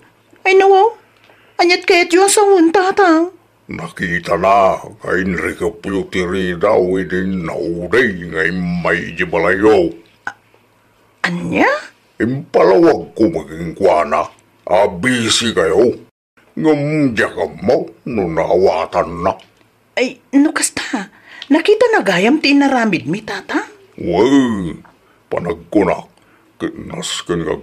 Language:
Iloko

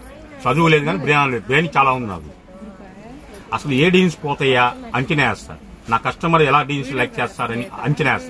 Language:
Telugu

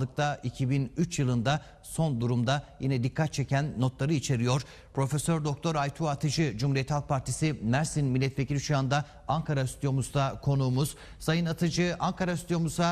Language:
Turkish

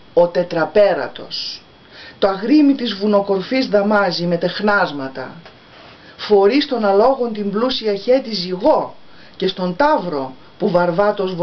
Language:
Greek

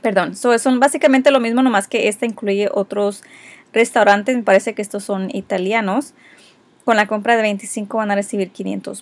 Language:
Spanish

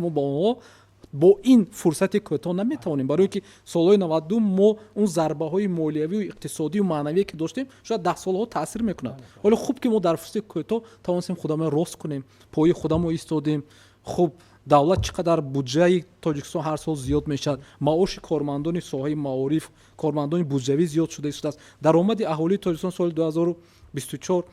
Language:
Tajik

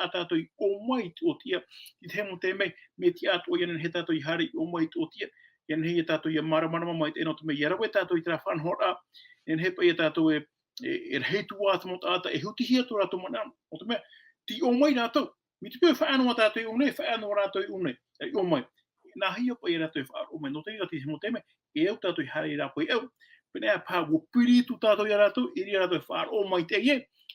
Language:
Tahitian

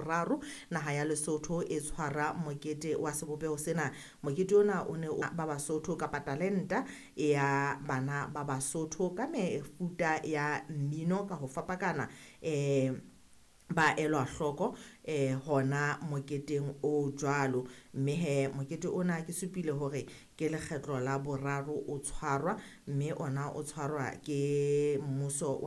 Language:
Southern Sotho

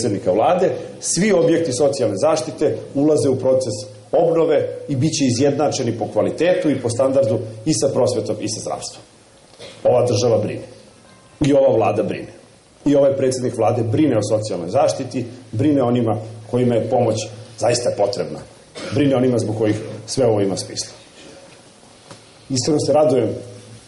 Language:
Serbian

